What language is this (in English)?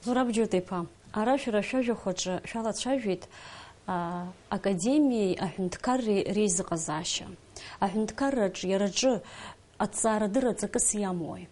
Abkhazian